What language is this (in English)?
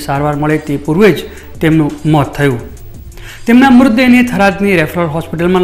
Gujarati